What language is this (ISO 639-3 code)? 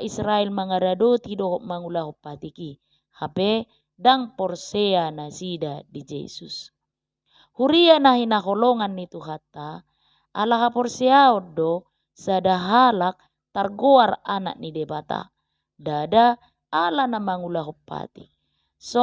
bbc